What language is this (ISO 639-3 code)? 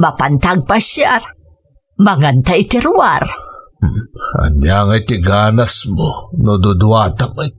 ilo